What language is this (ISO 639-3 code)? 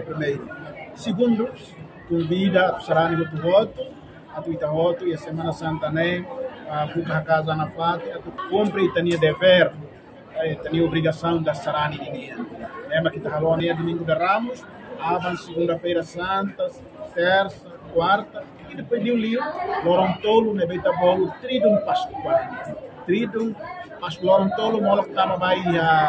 tet